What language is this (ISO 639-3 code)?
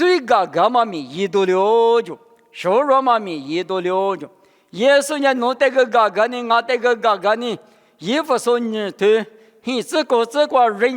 lis